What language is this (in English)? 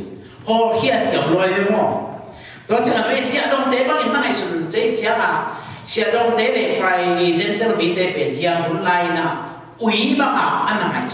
Tedim Chin